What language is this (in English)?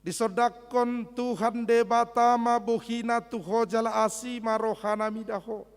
Batak Toba